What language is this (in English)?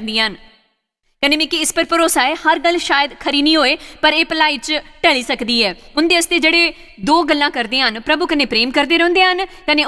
Dogri